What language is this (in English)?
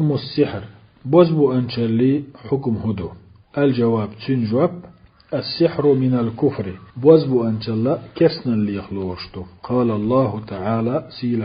Chechen